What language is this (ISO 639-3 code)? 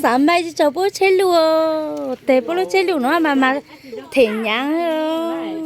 hmn